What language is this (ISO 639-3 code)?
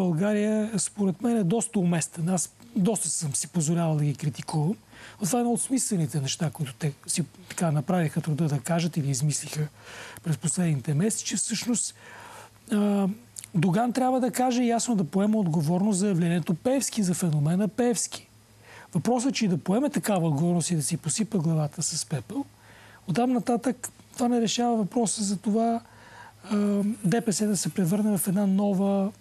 bul